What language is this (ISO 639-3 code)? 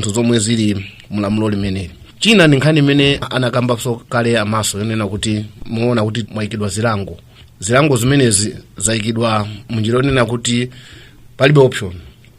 nya